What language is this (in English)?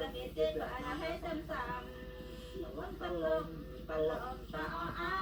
Central Mnong